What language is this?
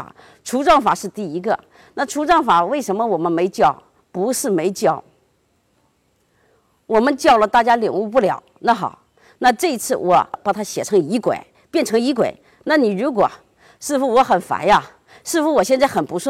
Chinese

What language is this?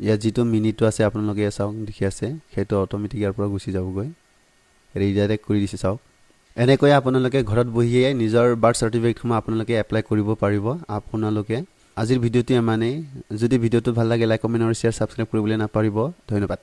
Assamese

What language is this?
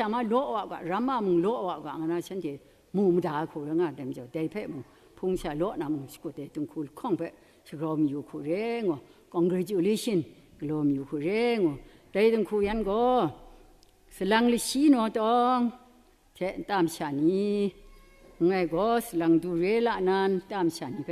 Kachin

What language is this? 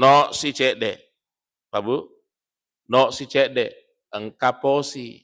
Buginese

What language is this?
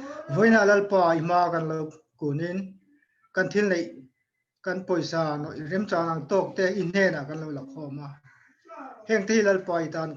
Mizo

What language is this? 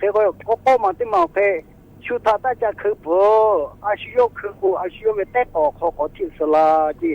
Lahu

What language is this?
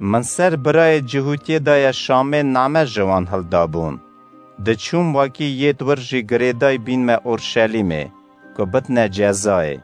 Kurdish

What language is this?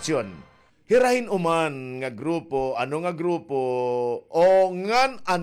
Waray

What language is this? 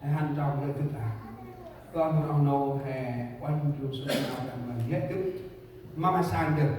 Central Mnong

